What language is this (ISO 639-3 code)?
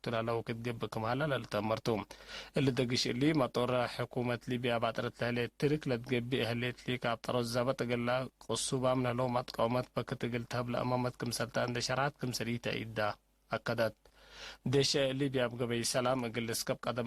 tig